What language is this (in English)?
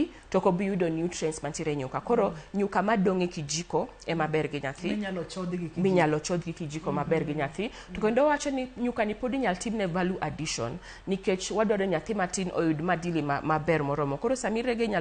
Luo (Kenya and Tanzania)